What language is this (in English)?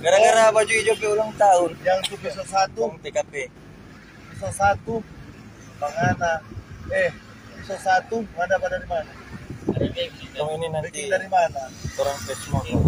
Manado Malay